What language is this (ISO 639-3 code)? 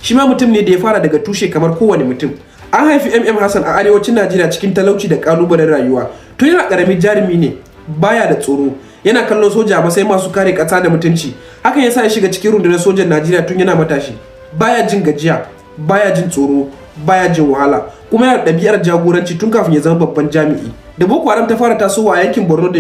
hau